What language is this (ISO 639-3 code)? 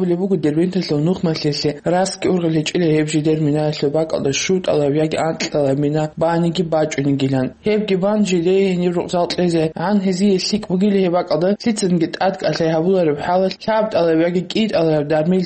ava